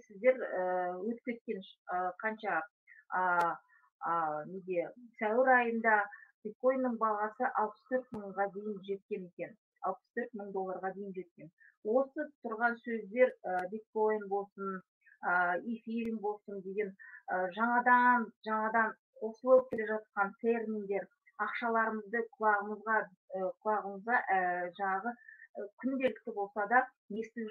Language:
Kazakh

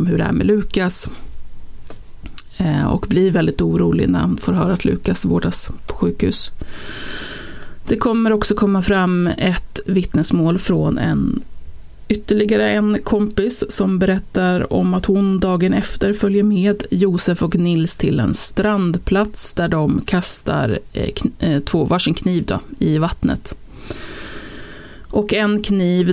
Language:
Swedish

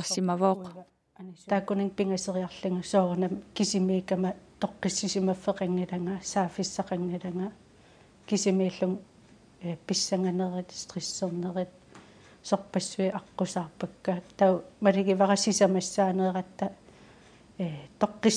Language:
Kalaallisut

